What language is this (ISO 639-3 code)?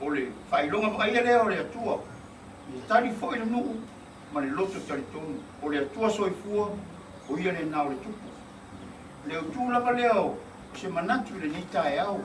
smo